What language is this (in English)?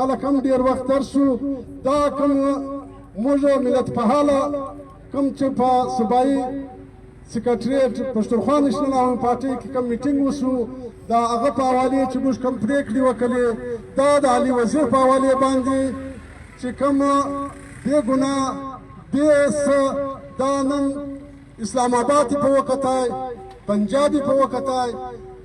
Pashto